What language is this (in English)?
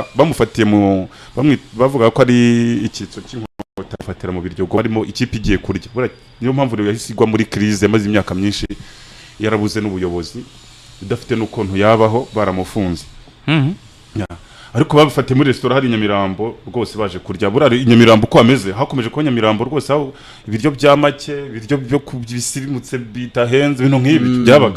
Kinyarwanda